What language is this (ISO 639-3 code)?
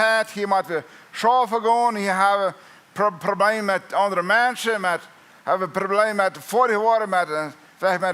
pdt